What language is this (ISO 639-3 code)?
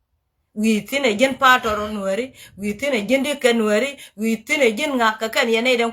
nus